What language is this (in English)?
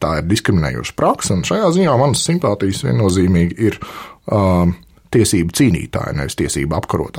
Latvian